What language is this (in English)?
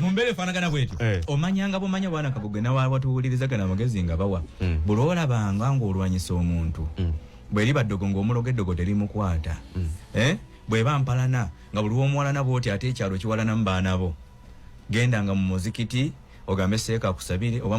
Ganda